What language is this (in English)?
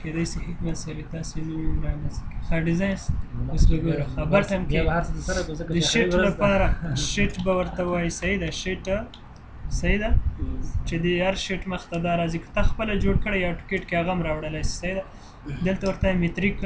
Pashto